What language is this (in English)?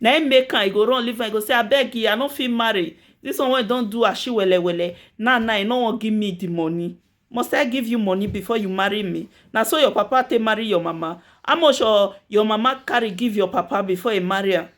Nigerian Pidgin